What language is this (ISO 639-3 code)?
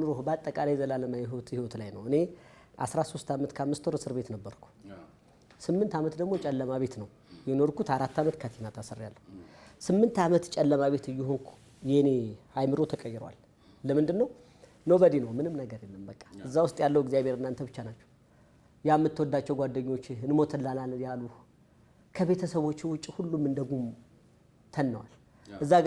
amh